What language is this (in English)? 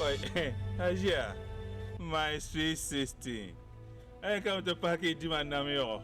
Dagbani